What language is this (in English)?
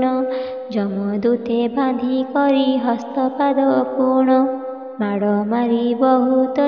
Odia